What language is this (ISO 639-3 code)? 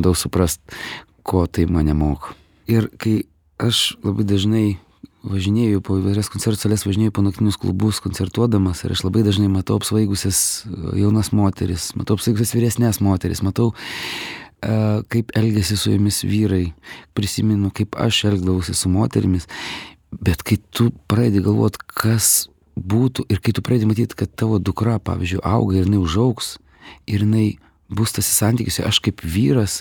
lit